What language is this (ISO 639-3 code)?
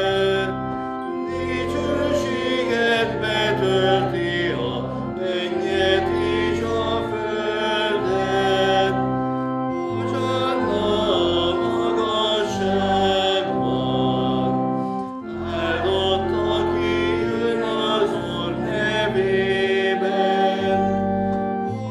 hun